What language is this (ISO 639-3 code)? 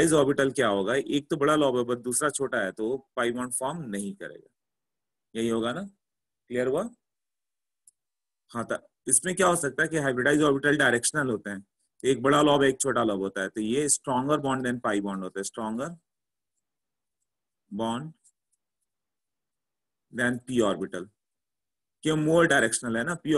hin